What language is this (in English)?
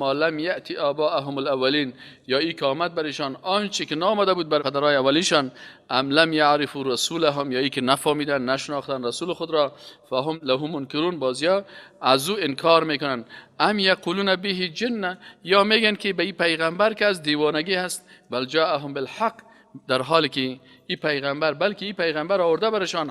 Persian